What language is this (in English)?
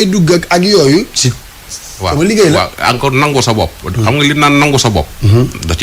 Wolof